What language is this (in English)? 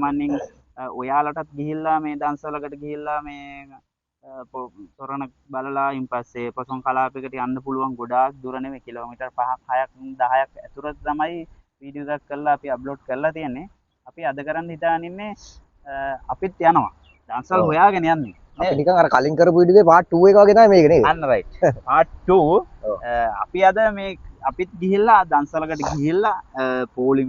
Sinhala